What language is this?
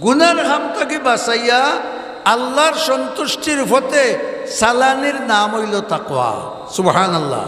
Sylheti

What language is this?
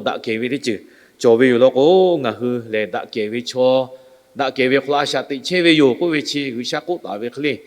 Lahu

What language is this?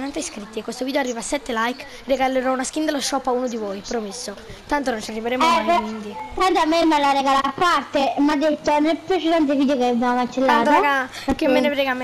Italian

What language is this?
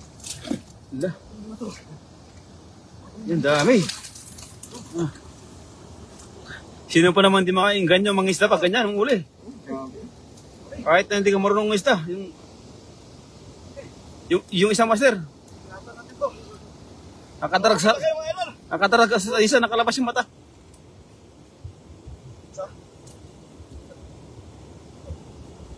Filipino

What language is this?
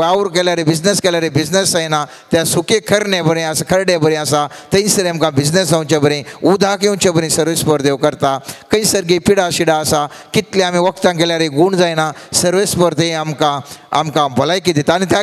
Konkani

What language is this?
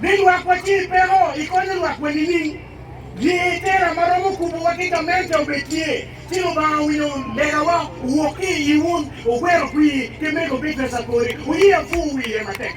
Acoli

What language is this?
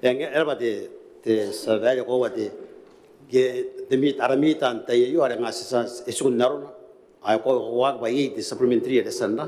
Gilbertese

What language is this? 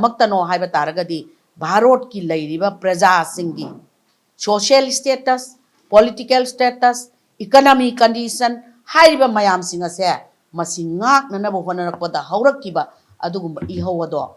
Manipuri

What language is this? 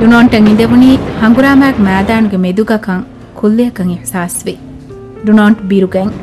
Divehi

